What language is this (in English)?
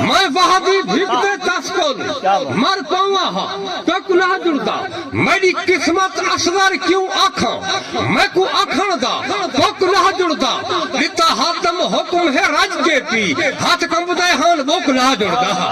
Saraiki